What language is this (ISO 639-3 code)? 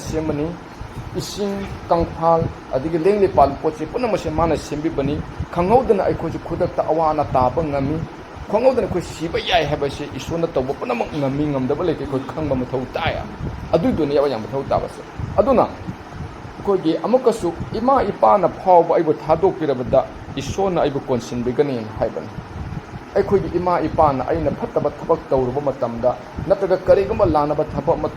mni